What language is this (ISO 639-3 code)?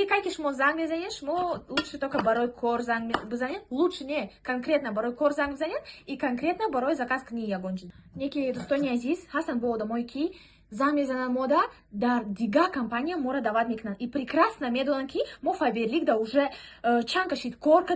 tgk